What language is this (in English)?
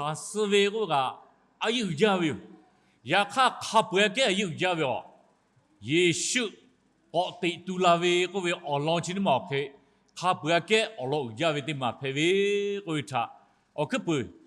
Lahu